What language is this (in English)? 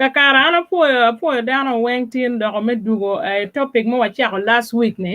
Acoli